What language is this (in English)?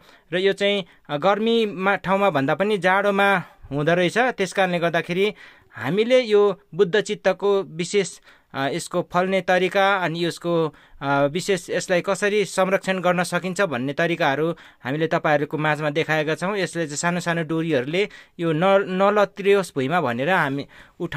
Nepali